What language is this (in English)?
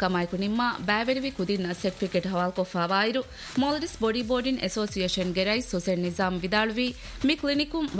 Divehi